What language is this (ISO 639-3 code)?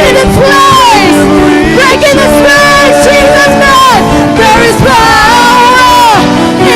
war